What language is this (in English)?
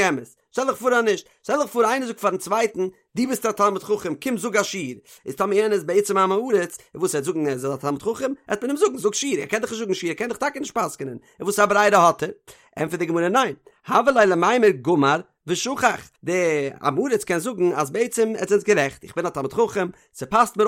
Yiddish